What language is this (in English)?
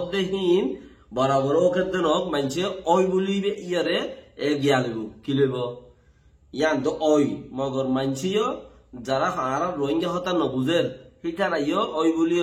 Rohingya